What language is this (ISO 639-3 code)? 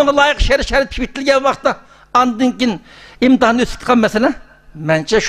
uig